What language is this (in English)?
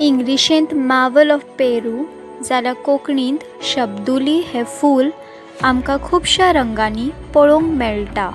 Konkani